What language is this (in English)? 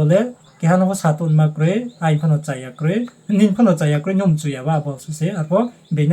Riang (India)